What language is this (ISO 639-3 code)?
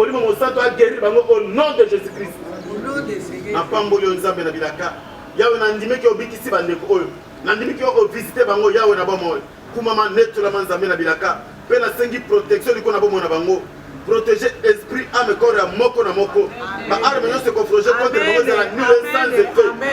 lin